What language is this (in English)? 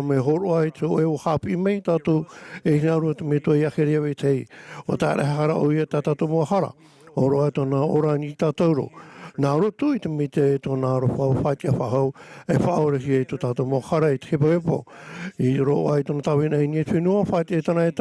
Tahitian